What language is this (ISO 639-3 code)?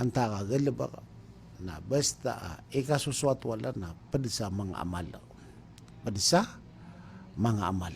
mrw